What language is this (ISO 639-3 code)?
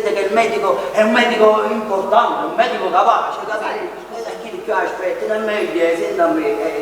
nap